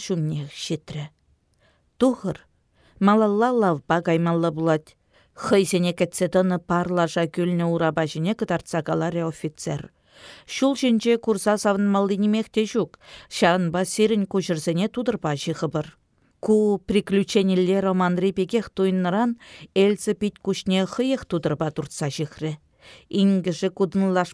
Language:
Chuvash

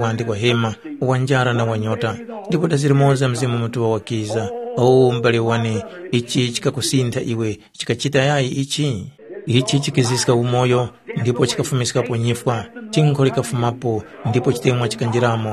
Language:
Tumbuka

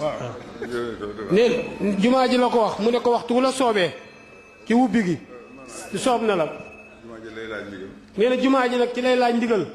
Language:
Wolof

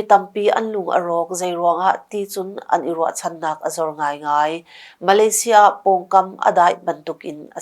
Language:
Hakha Chin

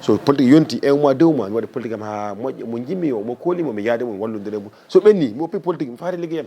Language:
Fula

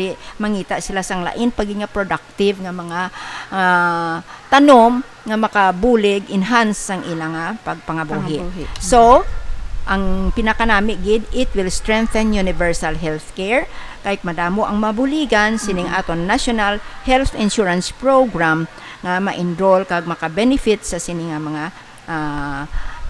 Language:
Hiligaynon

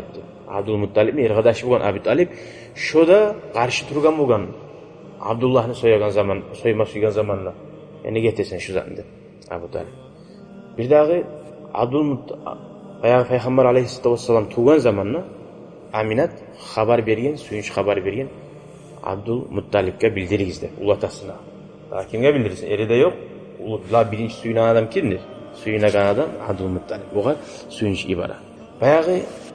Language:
Kumyk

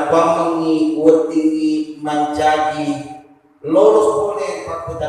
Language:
Buginese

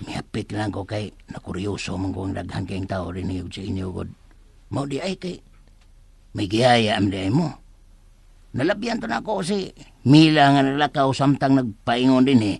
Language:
Cebuano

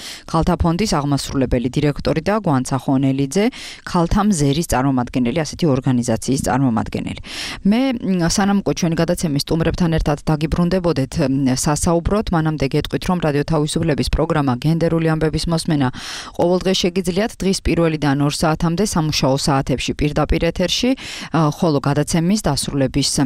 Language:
Georgian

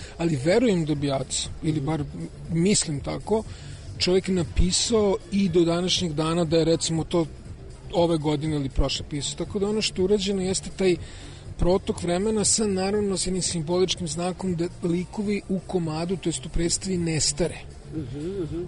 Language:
Serbian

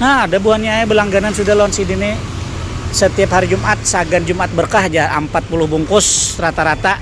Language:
Banjar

